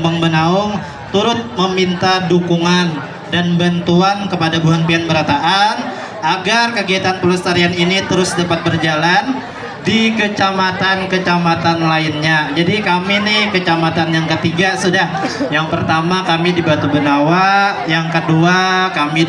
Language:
Banjar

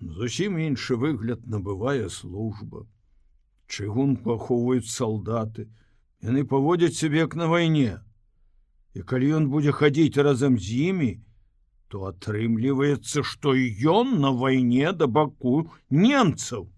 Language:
Belarusian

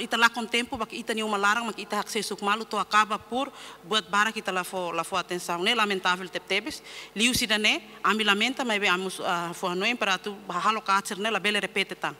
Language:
Tetum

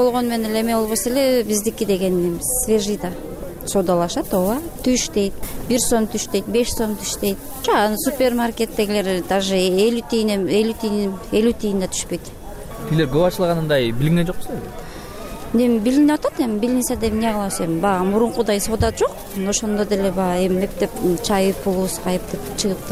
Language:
Kyrgyz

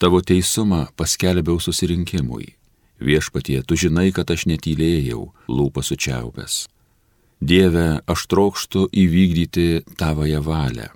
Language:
Lithuanian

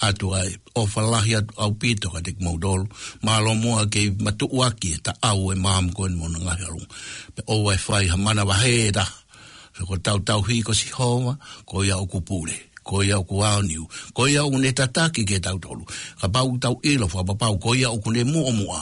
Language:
Tongan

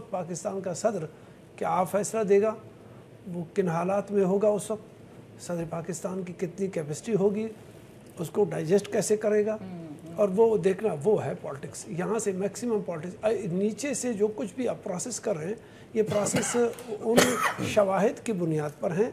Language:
Urdu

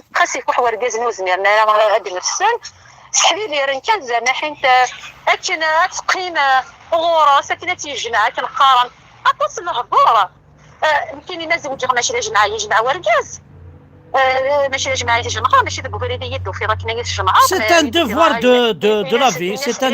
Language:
Kabyle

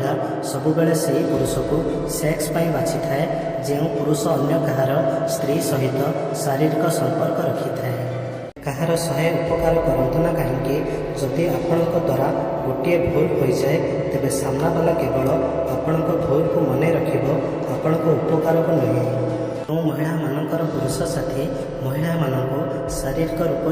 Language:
Odia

